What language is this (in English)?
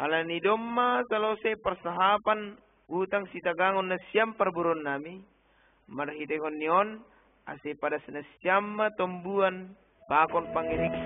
Batak Simalungun